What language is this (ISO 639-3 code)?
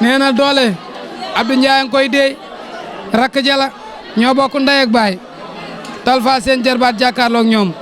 wol